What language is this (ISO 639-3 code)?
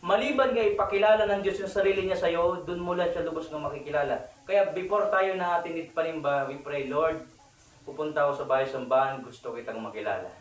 war